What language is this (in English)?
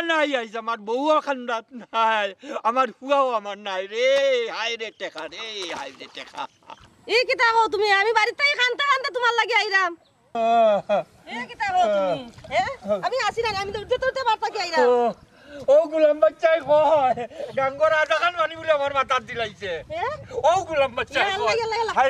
Sylheti